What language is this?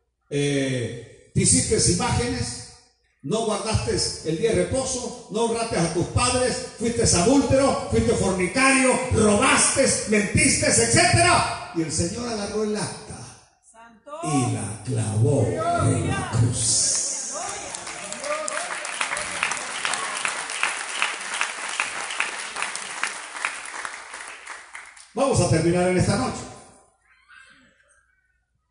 Spanish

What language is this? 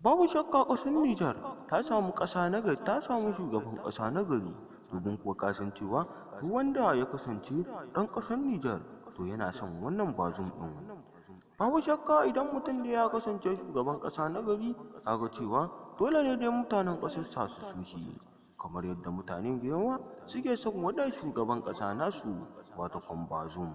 Hausa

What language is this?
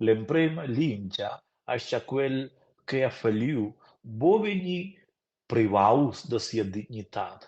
Romansh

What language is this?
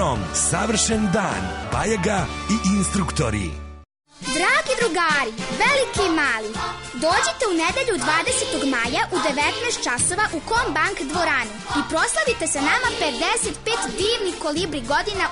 Serbian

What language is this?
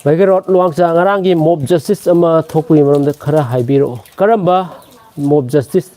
Manipuri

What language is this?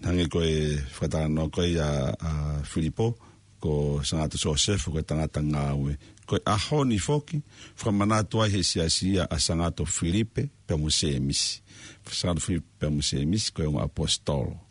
Tongan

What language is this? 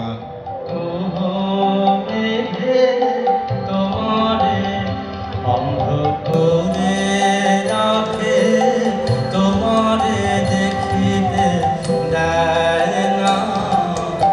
Bangla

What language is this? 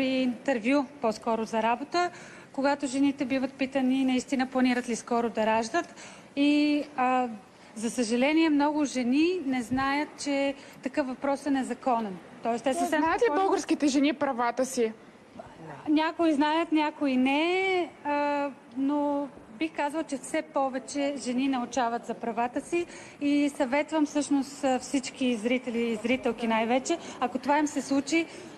Bulgarian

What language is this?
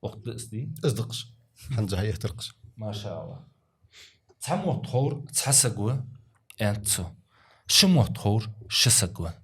Ingush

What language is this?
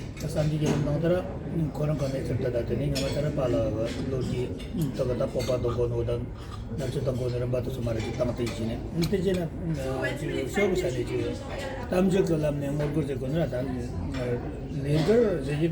Tibetan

